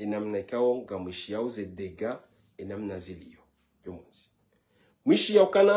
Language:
Ngazidja Comorian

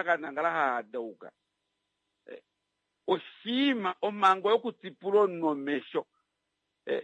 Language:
Kuanyama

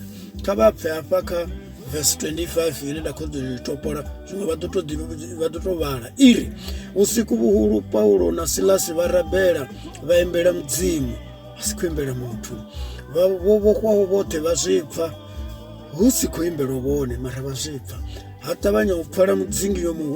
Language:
Venda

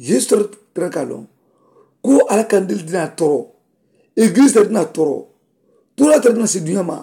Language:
Mandingo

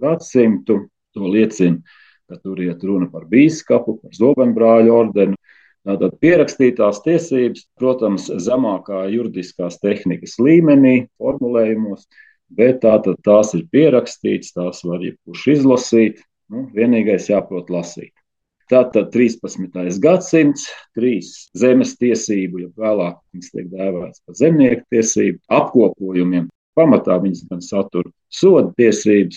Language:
Latvian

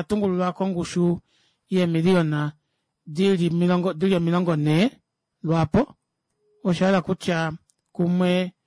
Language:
Kuanyama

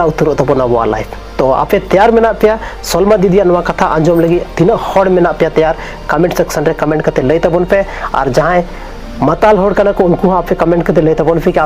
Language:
Santali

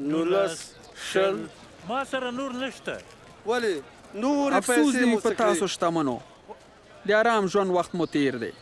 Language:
Pashto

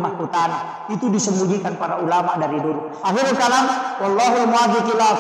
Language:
Buginese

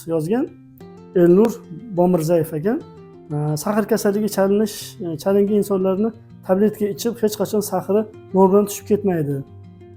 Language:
Uzbek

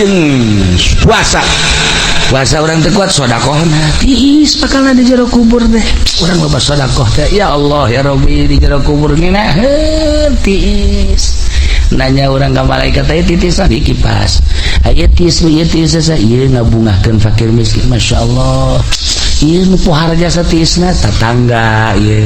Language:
Sundanese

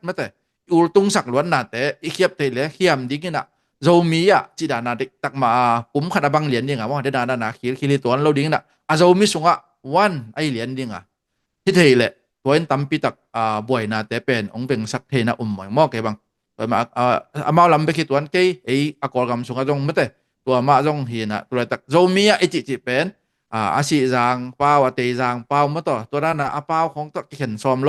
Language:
Tedim Chin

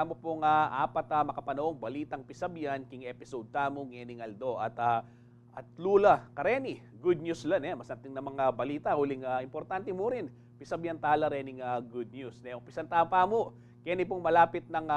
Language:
Pampanga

